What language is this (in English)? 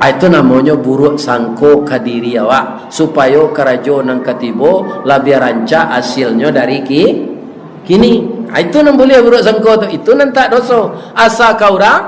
Minangkabau